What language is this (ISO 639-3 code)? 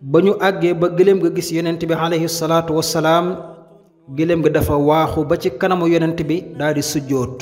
wol